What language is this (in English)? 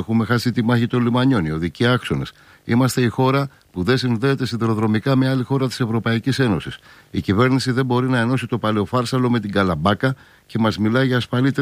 Greek